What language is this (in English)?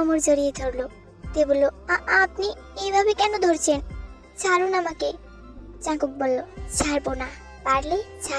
Bangla